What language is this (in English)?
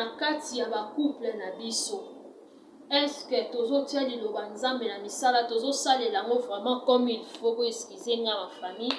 Lingala